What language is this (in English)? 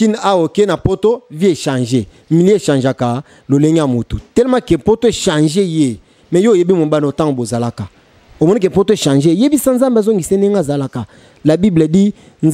Lingala